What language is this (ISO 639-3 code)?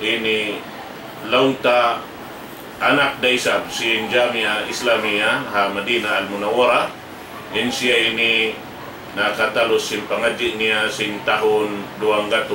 tsg